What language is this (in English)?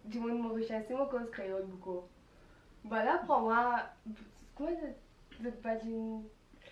Morisyen